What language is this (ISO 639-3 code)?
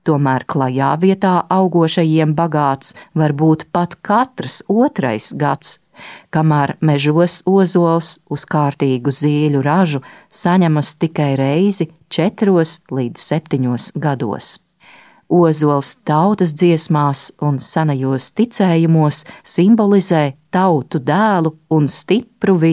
lav